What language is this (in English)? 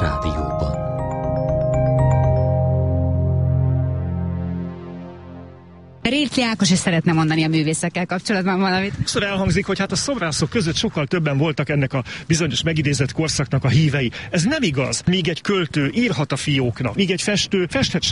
Hungarian